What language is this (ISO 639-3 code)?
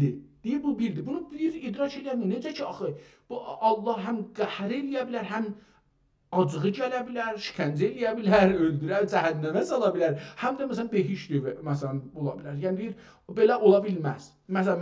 azb